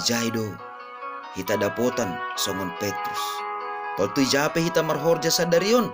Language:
Batak Simalungun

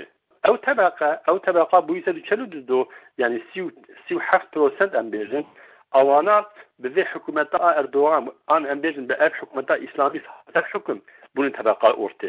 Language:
Kurdish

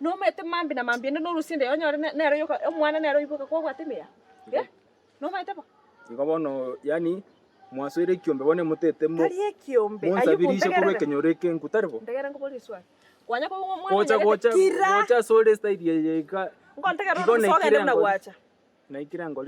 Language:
Gusii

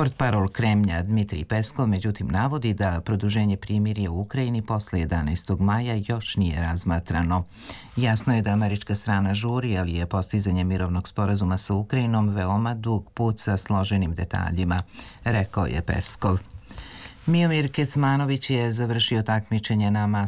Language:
Serbian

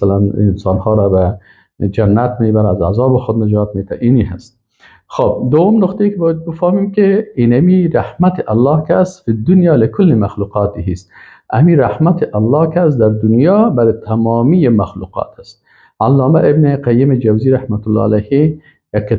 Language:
Persian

